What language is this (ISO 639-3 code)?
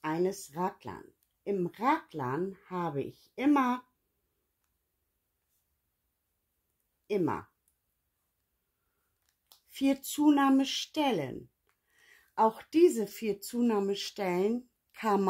deu